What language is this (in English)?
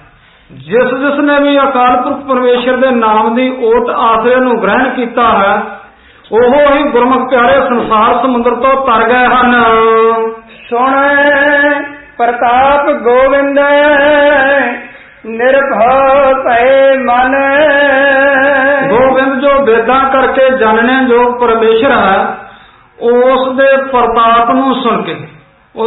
Punjabi